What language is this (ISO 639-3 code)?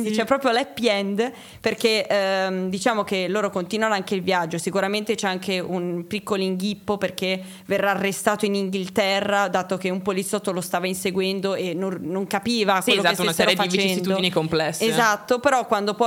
ita